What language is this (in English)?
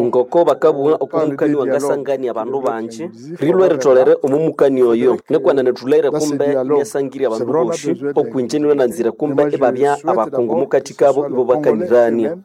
Nande